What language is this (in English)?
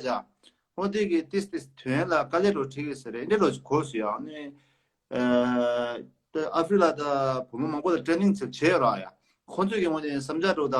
Tibetan